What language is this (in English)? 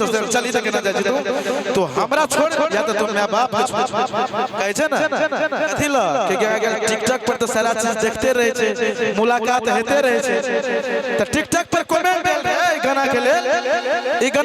Maithili